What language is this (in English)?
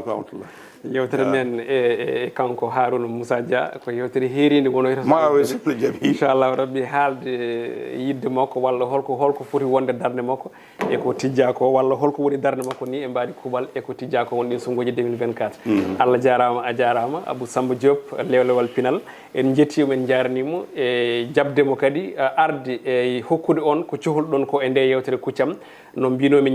Fula